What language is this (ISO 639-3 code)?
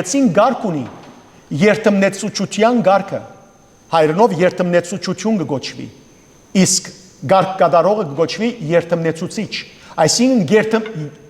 hyw